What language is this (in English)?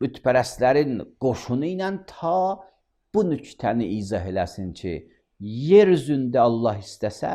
Azerbaijani